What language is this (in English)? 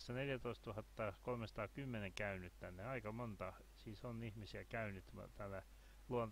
Finnish